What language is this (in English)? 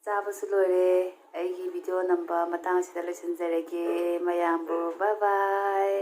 Manipuri